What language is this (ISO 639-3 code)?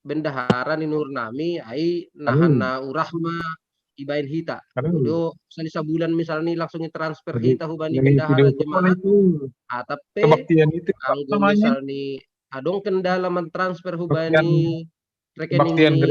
bts